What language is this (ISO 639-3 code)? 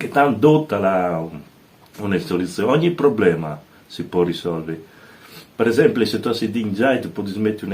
fur